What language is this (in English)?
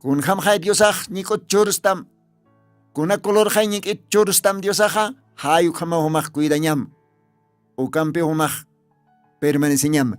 Aymara